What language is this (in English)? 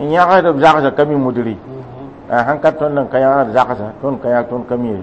Mossi